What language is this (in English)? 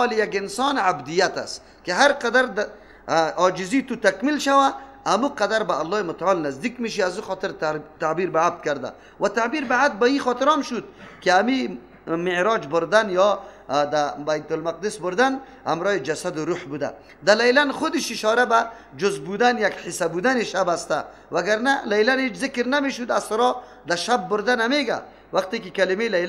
Persian